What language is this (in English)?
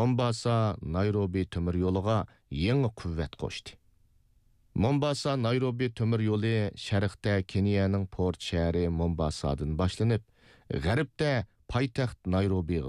Uyghur